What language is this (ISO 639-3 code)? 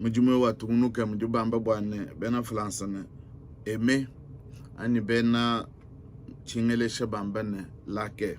lua